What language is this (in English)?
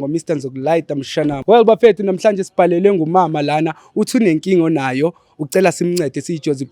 Zulu